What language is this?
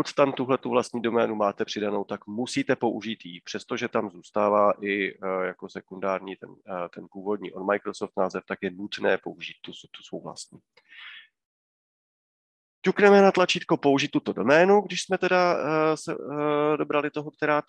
Czech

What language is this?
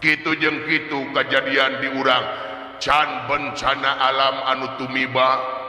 Sundanese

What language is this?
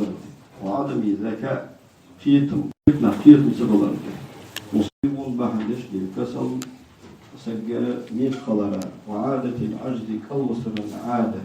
Ingush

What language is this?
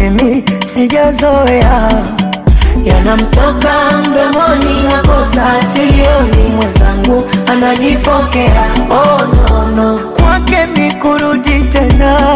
Swahili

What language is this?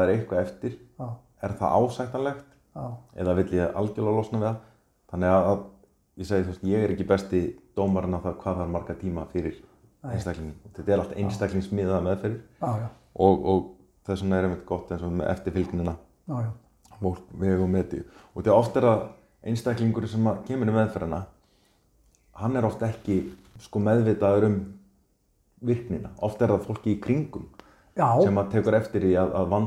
Icelandic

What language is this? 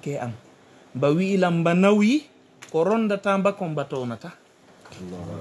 Fula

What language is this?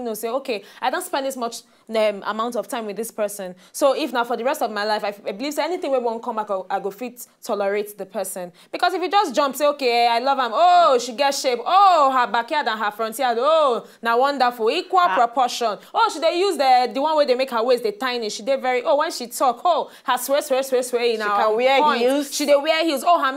Nigerian Pidgin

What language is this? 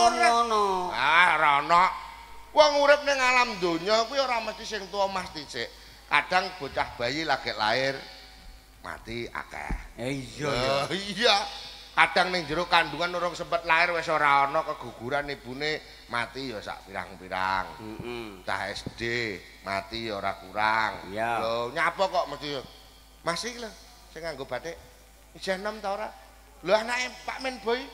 Javanese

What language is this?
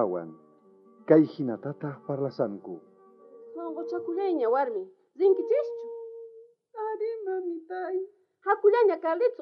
South Bolivian Quechua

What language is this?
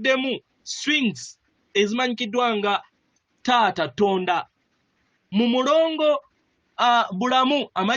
Ganda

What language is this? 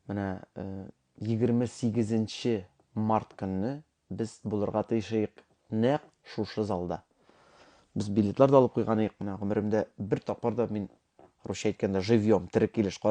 Tatar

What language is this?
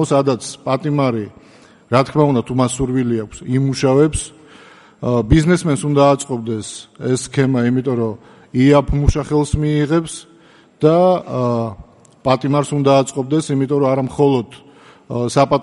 Georgian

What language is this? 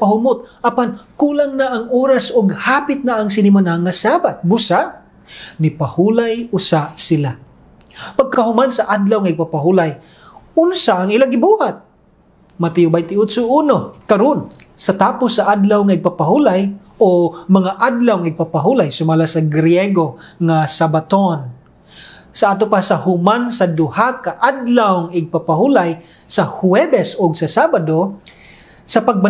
Cebuano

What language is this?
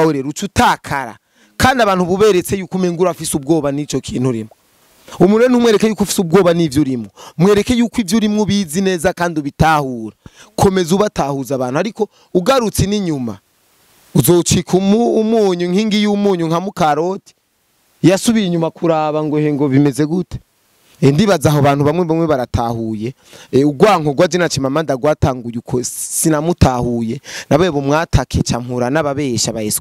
Rundi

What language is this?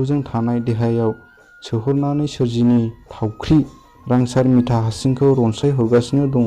Bodo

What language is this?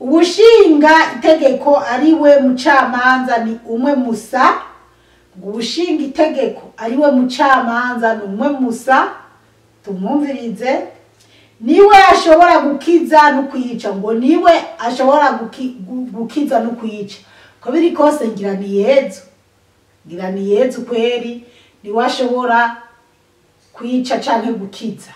Rundi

